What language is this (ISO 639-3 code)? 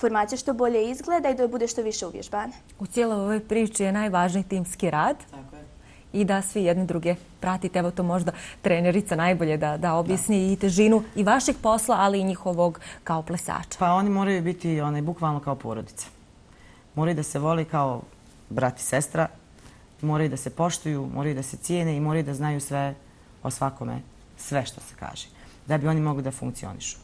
bos